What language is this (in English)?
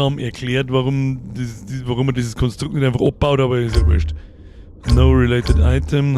Bavarian